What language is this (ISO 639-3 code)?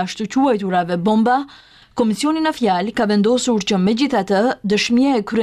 sqi